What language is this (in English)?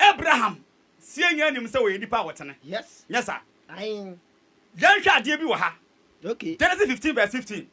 Akan